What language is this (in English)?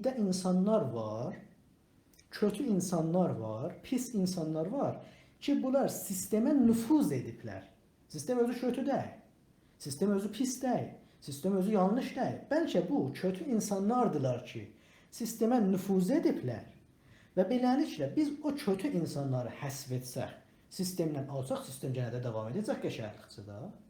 South Azerbaijani